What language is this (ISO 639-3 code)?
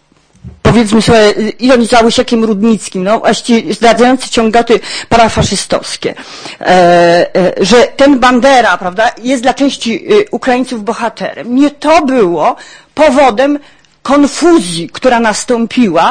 pol